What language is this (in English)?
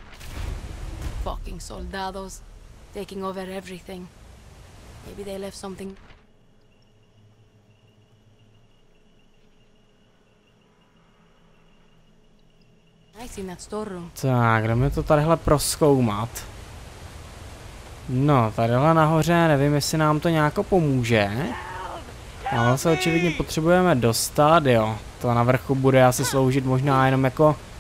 Czech